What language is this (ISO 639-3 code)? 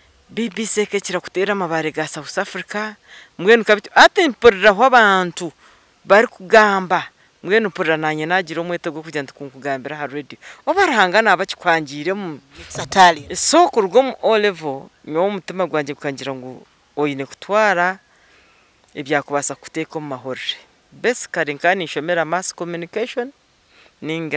nyn